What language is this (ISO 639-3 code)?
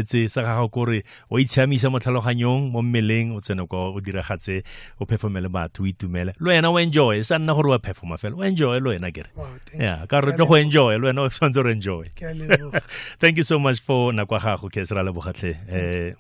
tsn